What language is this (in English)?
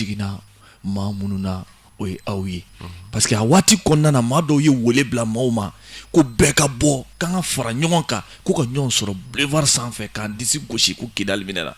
Bambara